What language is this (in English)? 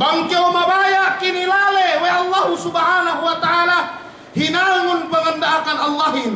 Yakan